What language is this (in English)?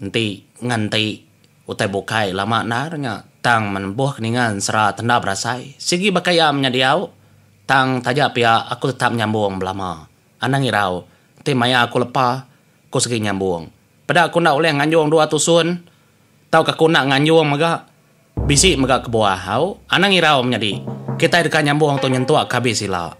Iban